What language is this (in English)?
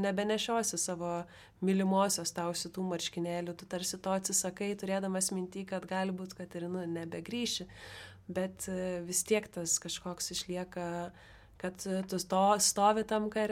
Lithuanian